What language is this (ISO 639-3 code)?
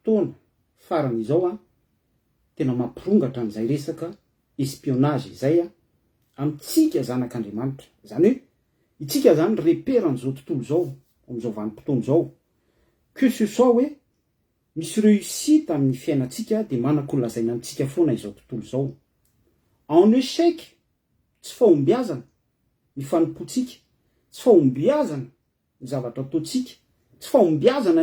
mlg